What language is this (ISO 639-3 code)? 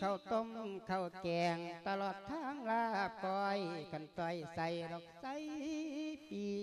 lao